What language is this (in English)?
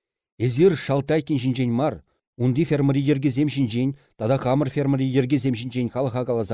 Chuvash